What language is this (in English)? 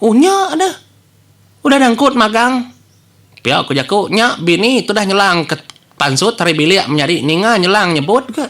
Iban